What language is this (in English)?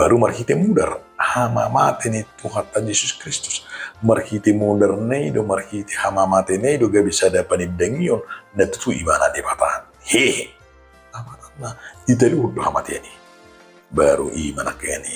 Batak Toba